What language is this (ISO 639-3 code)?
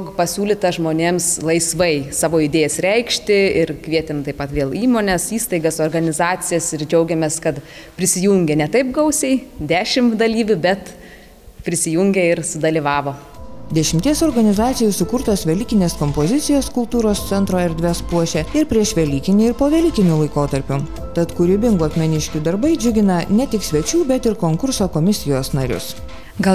lit